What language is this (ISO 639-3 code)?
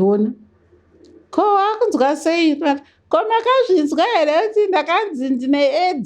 sna